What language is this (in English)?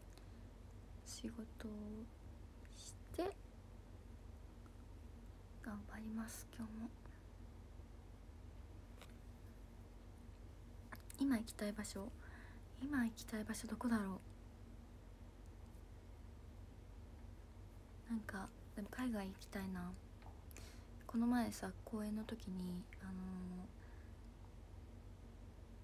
Japanese